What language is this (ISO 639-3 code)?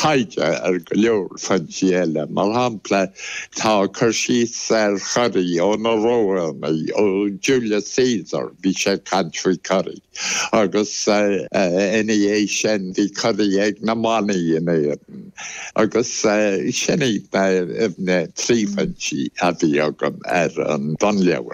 gle